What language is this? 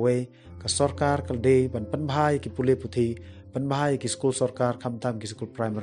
Khasi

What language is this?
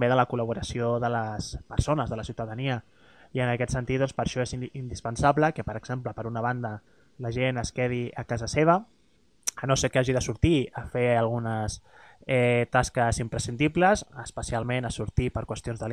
Catalan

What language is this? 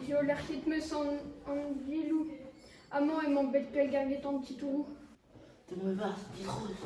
Breton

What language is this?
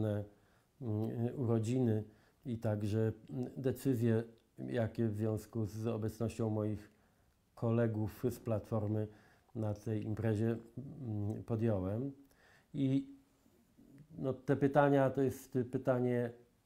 Polish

